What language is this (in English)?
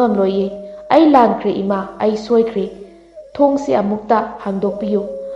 Manipuri